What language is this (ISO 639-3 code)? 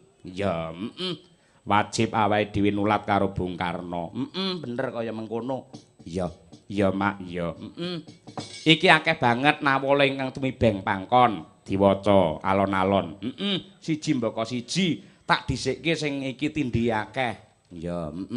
jav